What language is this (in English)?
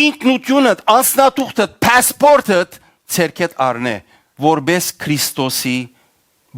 Western Armenian